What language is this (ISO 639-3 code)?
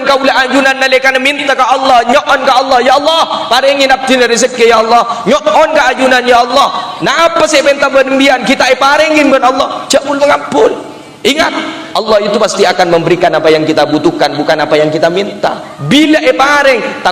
mad